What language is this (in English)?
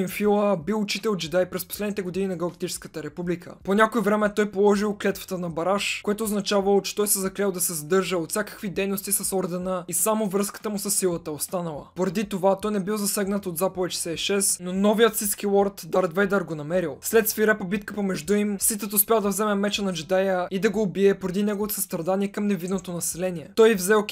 Bulgarian